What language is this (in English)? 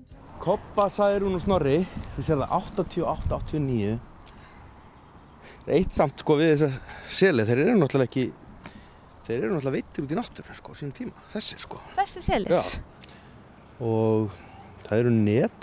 Icelandic